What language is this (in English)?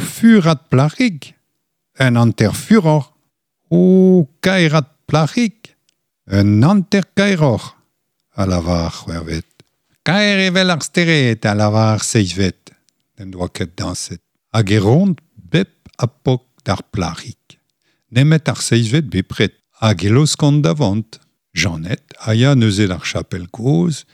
Breton